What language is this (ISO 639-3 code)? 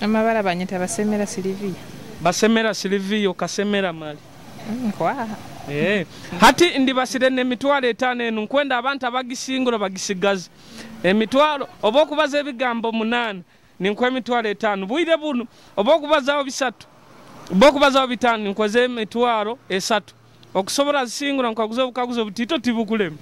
nyo